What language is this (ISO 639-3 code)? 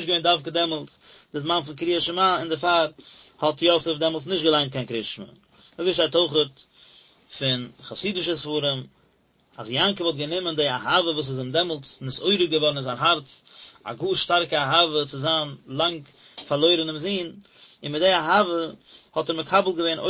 yid